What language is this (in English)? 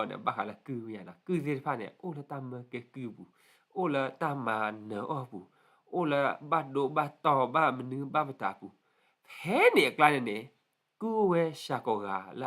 S'gaw Karen